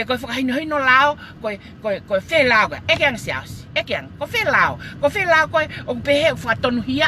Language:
Tongan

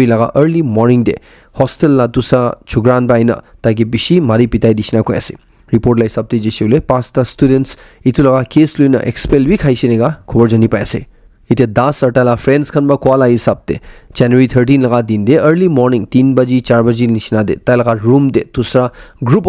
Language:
Naga Pidgin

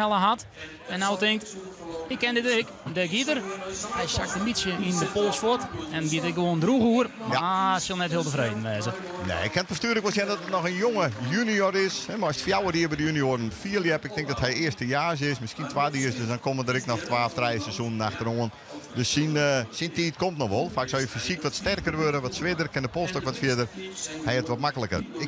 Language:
Western Frisian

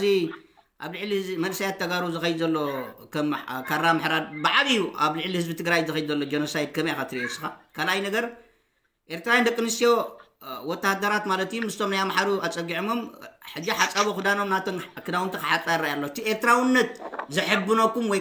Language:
Tigrinya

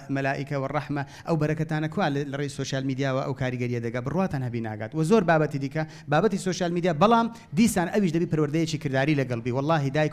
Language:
Central Kurdish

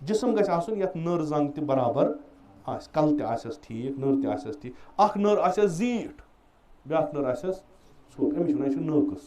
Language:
Kashmiri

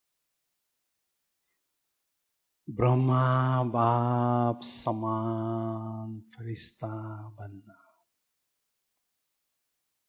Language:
Hindi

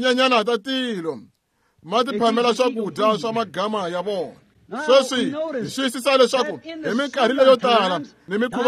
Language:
Tsonga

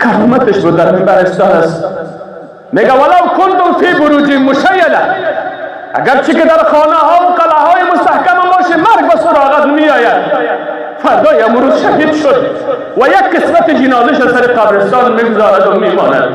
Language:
Persian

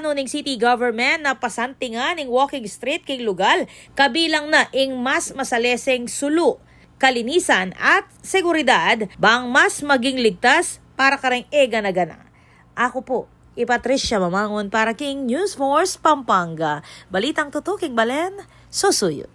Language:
Pampanga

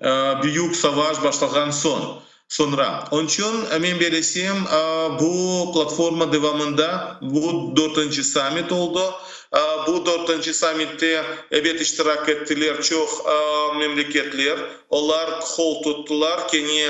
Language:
Crimean Tatar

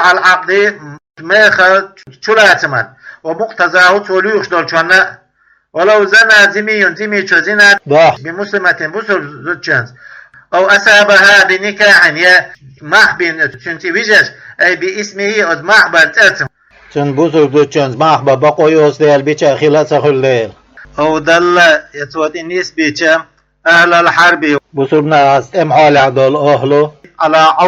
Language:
Chechen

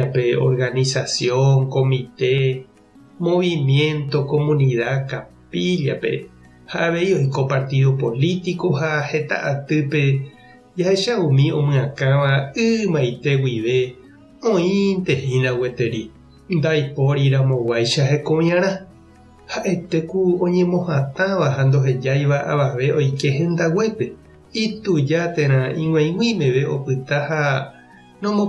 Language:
Guarani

